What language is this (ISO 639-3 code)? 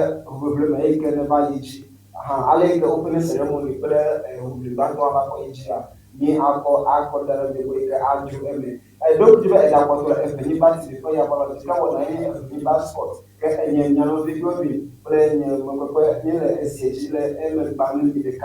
ewe